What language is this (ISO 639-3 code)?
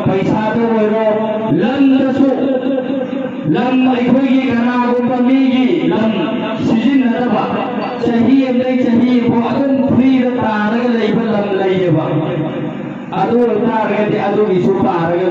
mni